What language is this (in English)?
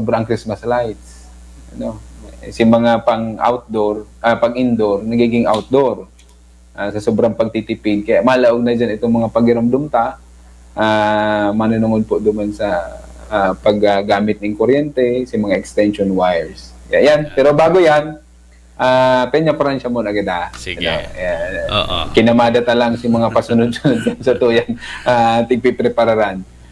Bikol